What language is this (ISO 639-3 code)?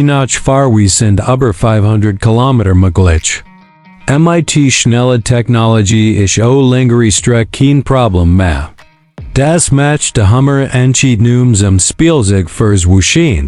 gsw